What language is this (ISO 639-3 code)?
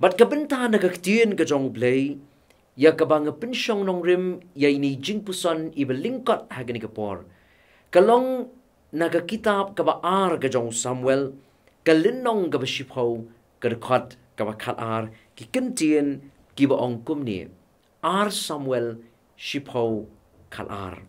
kha